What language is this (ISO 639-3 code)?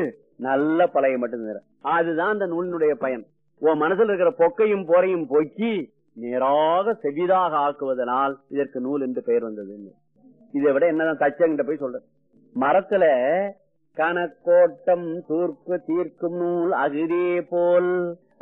tam